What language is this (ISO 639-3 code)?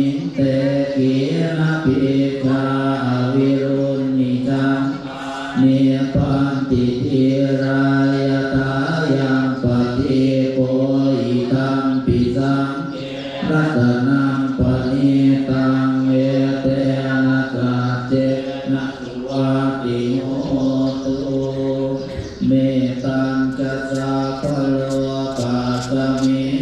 pli